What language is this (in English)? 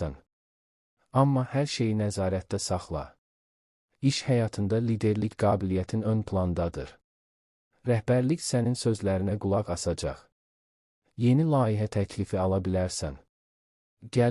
Azerbaijani